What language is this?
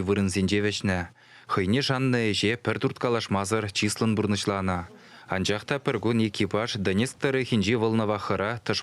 Chuvash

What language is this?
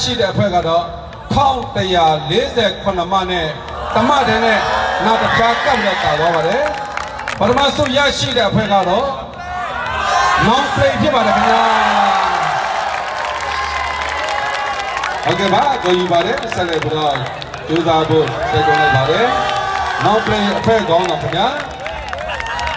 Burmese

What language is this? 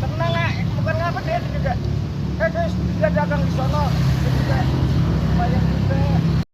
Betawi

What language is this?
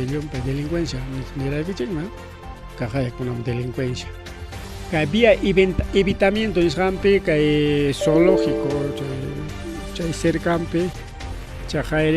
Ayacucho Quechua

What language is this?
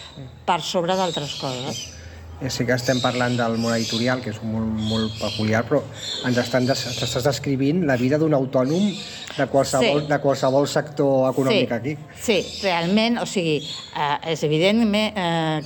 Catalan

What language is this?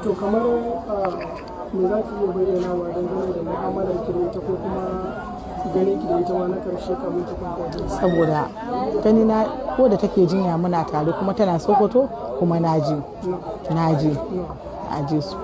Hausa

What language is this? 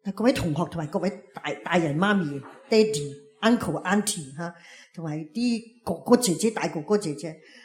Cantonese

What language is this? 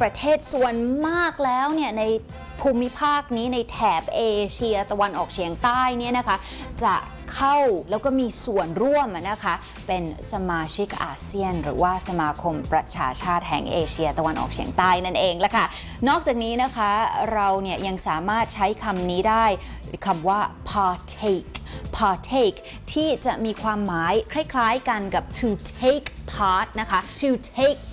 Thai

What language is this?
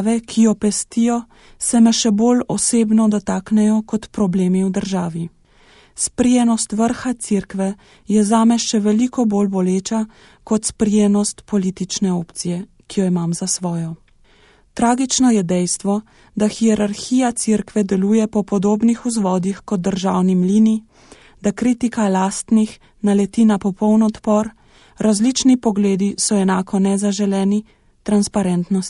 Slovenian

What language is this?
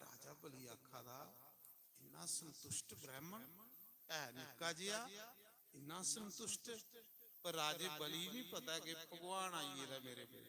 Dogri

